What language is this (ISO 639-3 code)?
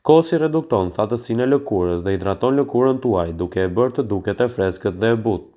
sqi